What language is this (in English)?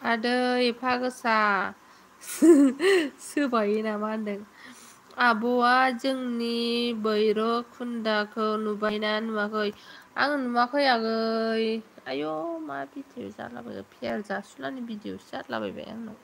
Bodo